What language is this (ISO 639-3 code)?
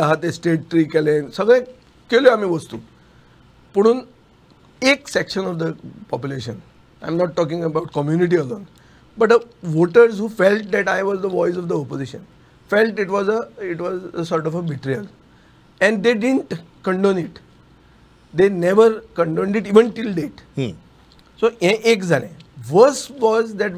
kok